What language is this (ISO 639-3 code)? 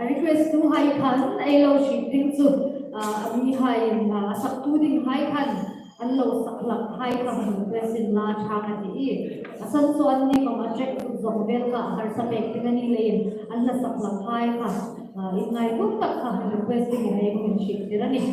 hmr